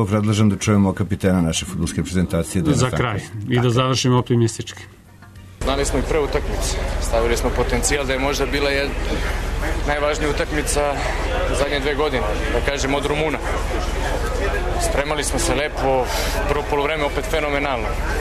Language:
Serbian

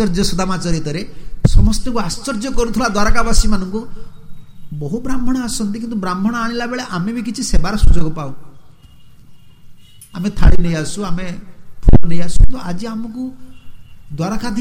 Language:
Odia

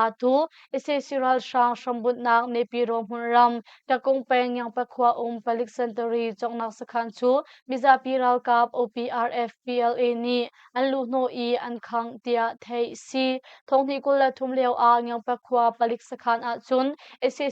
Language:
Hakha Chin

